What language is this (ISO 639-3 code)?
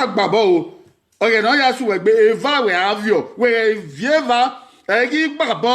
bin